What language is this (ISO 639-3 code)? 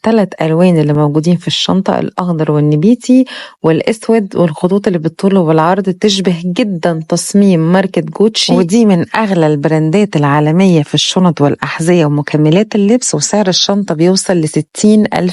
arz